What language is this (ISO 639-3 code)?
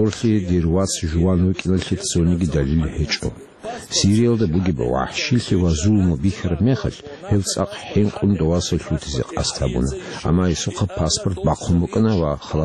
ava